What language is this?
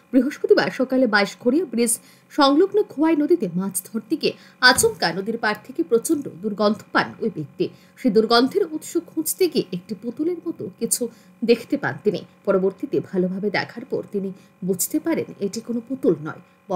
Bangla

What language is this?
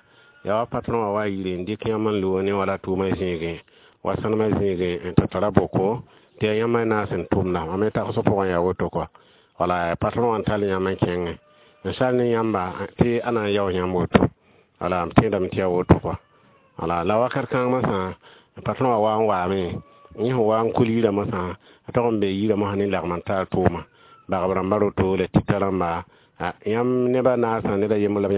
Mossi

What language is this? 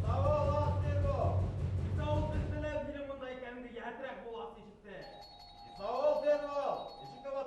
Bashkir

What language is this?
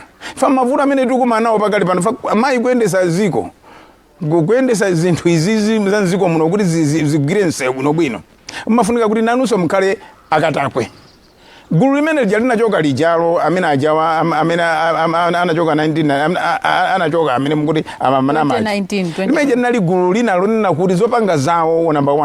Nyanja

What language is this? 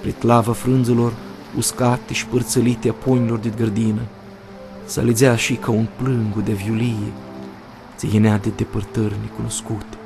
Aromanian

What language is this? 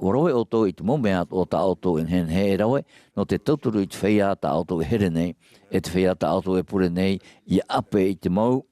Tahitian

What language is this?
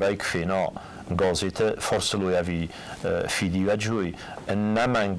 Ossetic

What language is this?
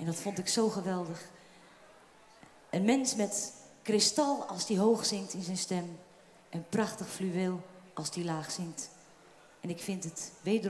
Dutch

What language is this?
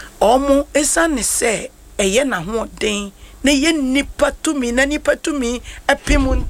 Akan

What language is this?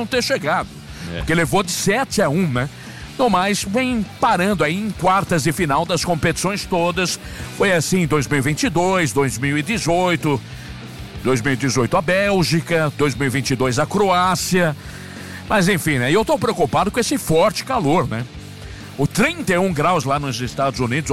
Portuguese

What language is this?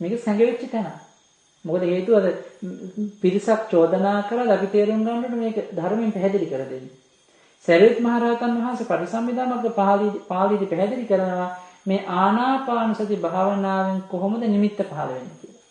Sinhala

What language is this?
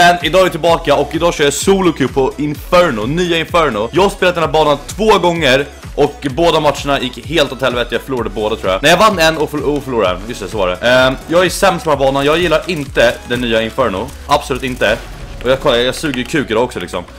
Swedish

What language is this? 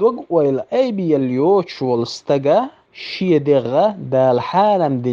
Chechen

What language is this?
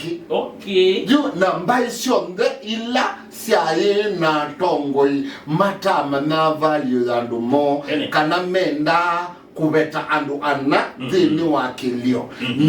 Kamba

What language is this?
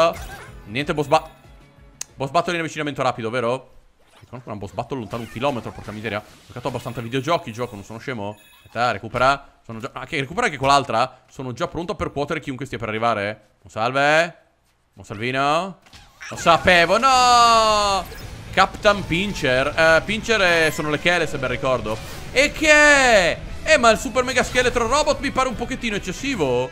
Italian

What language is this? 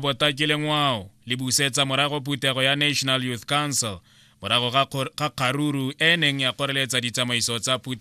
Tswana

